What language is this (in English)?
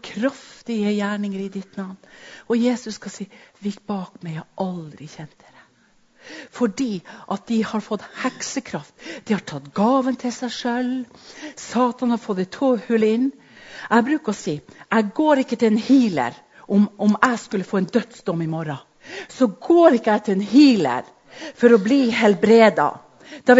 Norwegian